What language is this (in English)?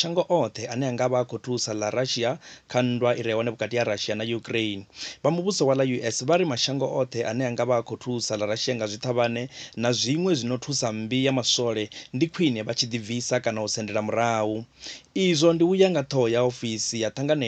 Venda